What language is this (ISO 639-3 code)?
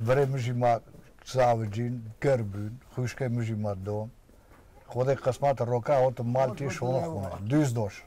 kur